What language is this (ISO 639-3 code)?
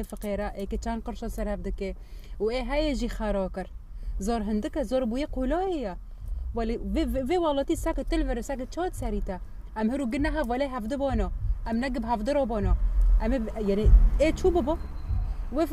kur